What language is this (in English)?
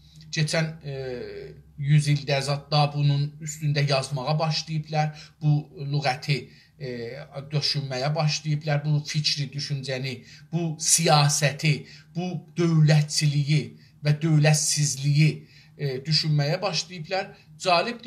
South Azerbaijani